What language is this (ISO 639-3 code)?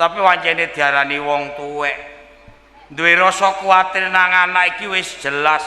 jav